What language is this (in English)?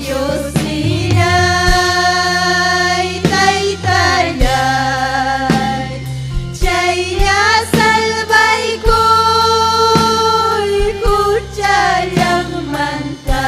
Ayacucho Quechua